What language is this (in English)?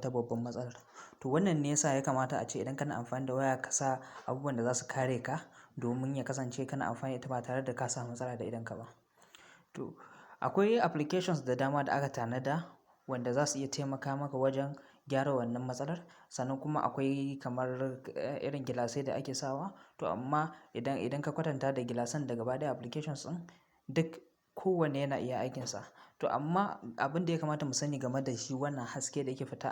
Hausa